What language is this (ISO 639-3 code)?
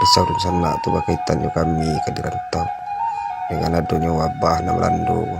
min